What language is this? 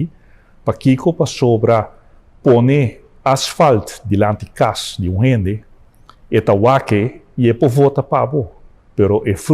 Papiamento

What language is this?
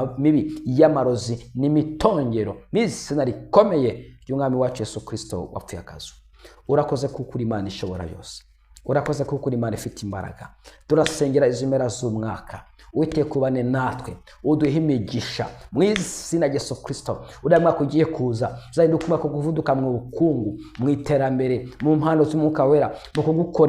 Kinyarwanda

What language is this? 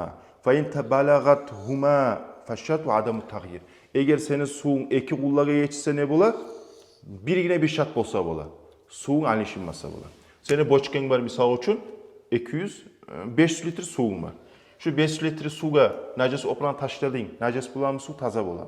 Kumyk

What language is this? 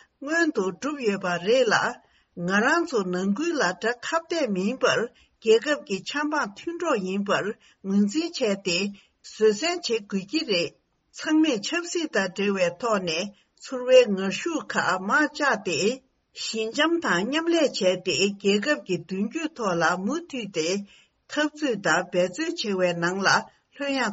Tibetan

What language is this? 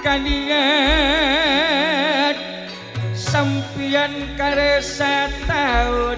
Madurese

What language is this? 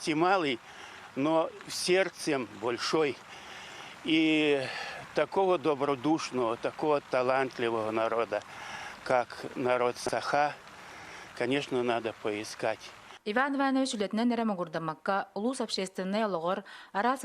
Yakut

